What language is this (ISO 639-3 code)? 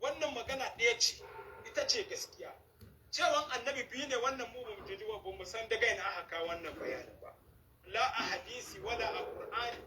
hau